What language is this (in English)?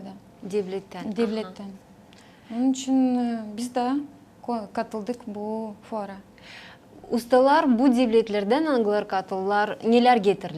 Gagauz